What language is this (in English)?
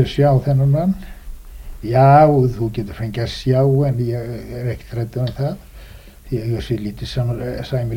Icelandic